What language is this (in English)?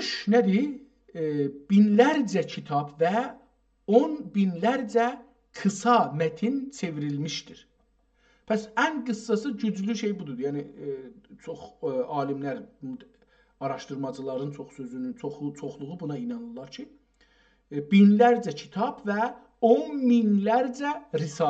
South Azerbaijani